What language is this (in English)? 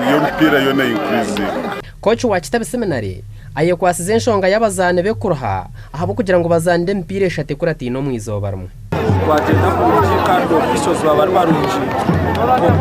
Nyankole